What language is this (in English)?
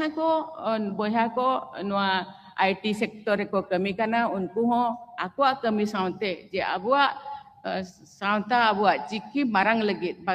Santali